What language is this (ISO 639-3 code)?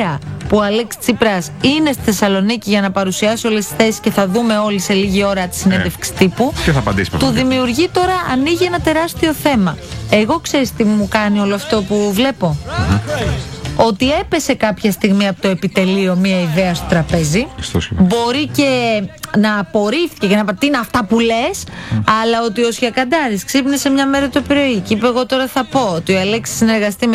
ell